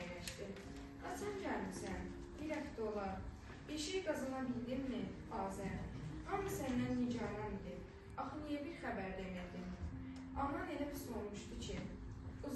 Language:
Azerbaijani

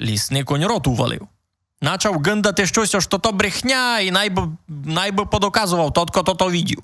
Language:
Rusyn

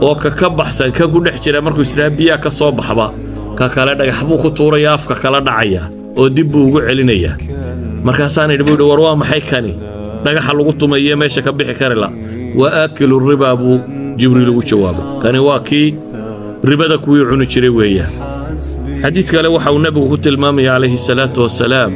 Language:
Somali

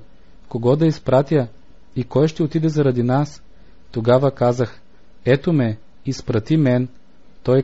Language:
Bulgarian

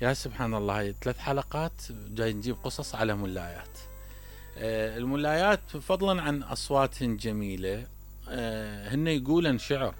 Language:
Mesopotamian Arabic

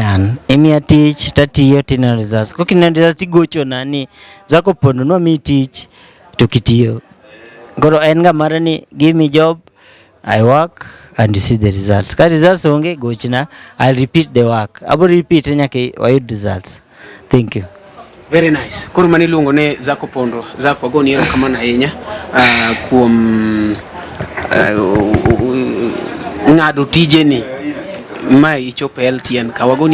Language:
Luo (Kenya and Tanzania)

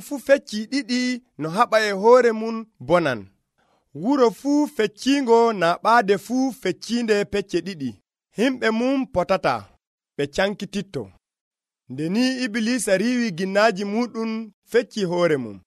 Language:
Nigerian Fulfulde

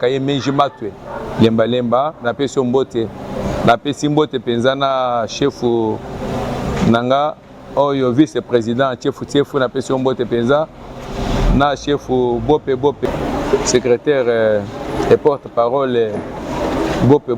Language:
Lingala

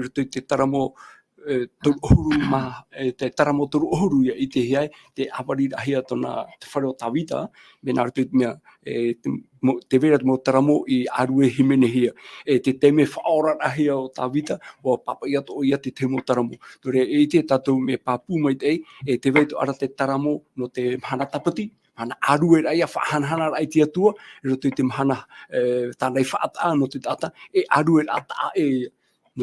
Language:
Tahitian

